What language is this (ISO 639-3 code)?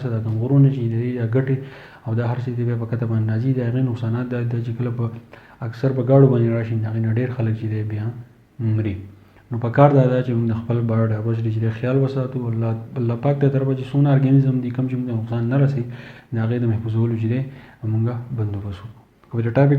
pus